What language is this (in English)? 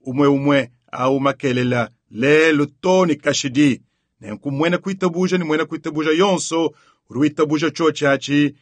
Luba-Lulua